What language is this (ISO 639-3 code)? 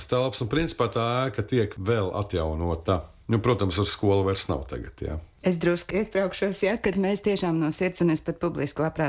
lav